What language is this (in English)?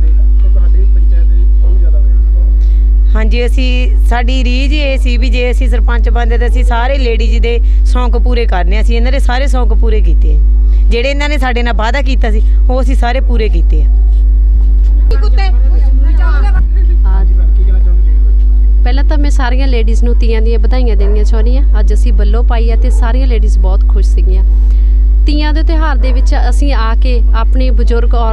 Punjabi